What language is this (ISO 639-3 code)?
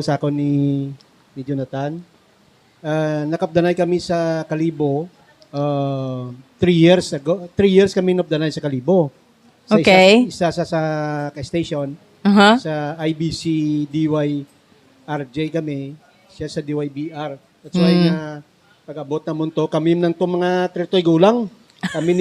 hil